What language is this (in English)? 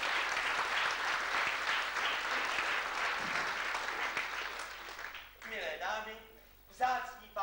Czech